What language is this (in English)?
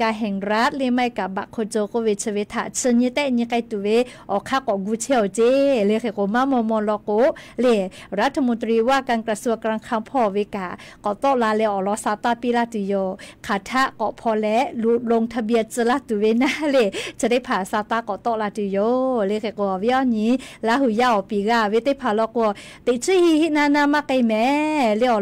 Lahu